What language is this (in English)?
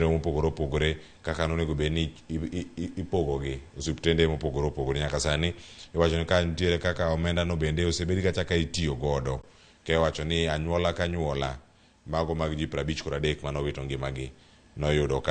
Luo (Kenya and Tanzania)